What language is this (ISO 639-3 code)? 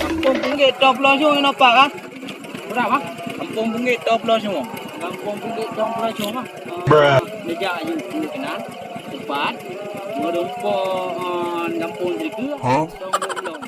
ace